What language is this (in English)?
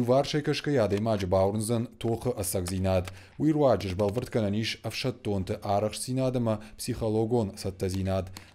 Ossetic